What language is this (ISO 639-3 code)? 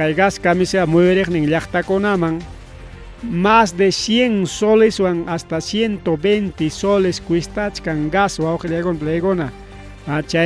quy